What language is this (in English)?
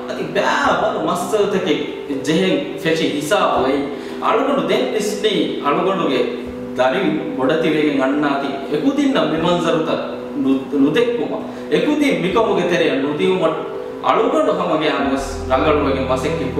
Divehi